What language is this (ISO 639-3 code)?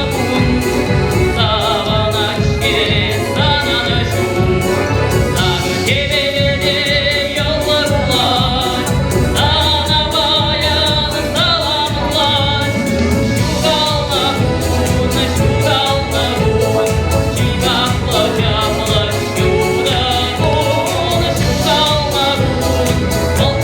chv